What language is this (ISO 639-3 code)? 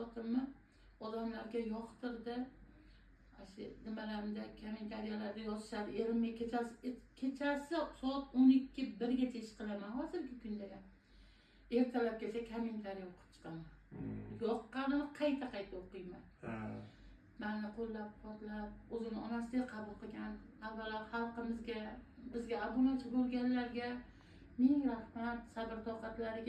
uzb